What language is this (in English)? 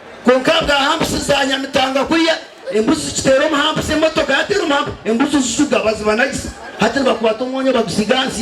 Nyankole